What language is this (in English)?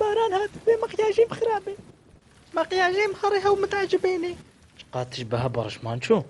Kurdish